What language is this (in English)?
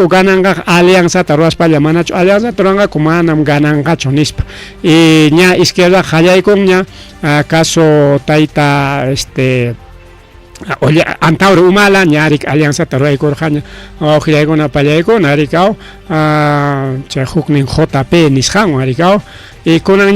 Ayacucho Quechua